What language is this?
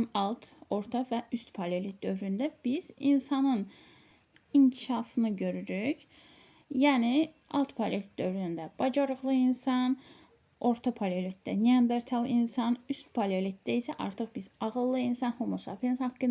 Azerbaijani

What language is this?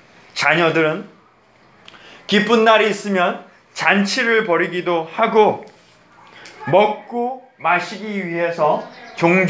Korean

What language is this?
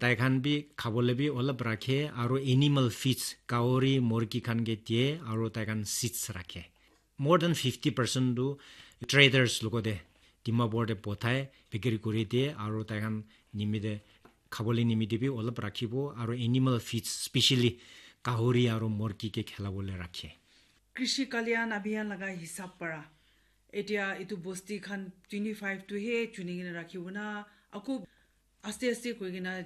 Naga Pidgin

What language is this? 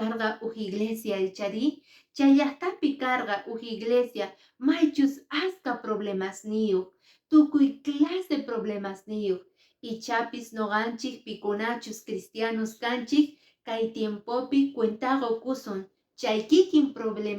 Quechua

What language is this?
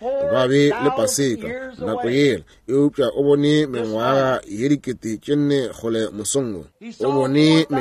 Northern Sotho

